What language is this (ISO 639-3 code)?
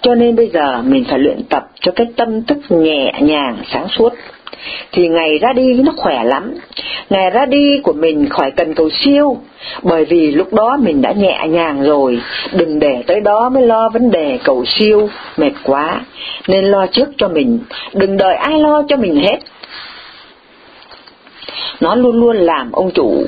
vie